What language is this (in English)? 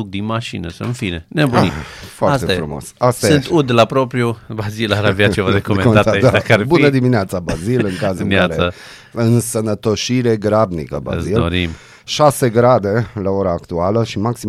Romanian